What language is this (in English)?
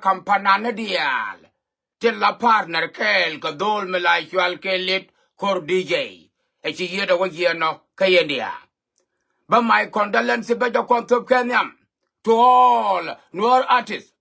Nuer